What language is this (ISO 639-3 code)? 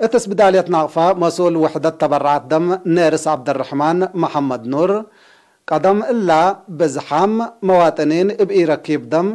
tig